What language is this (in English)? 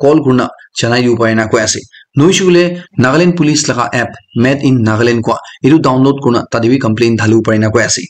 Naga Pidgin